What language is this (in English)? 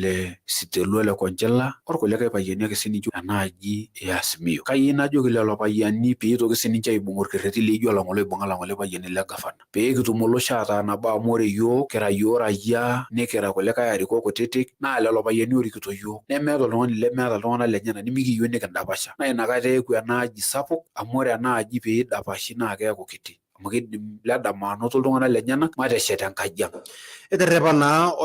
Masai